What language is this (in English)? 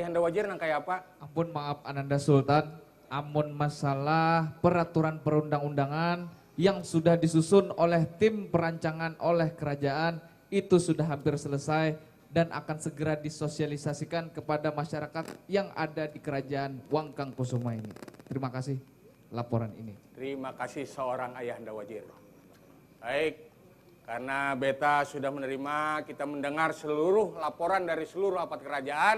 Banjar